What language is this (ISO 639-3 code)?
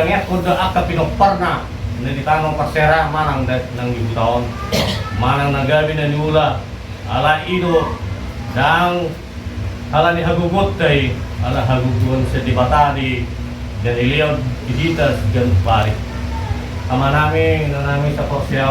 bbc